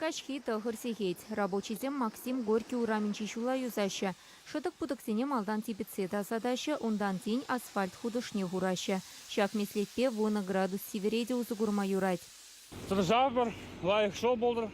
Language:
Chuvash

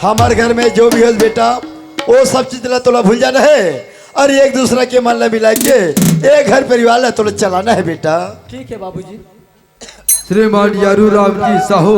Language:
Chhattisgarhi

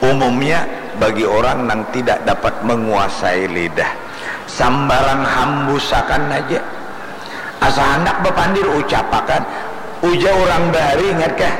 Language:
Banjar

